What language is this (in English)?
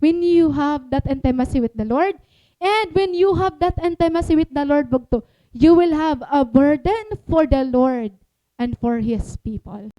Waray